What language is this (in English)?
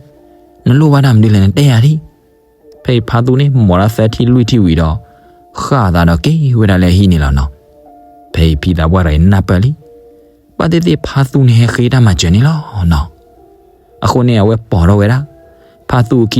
S'gaw Karen